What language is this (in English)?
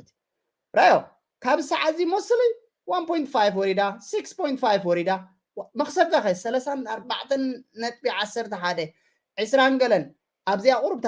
Tigrinya